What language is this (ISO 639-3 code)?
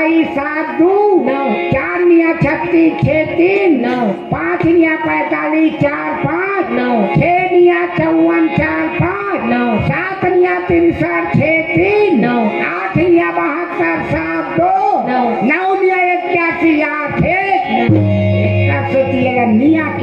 hne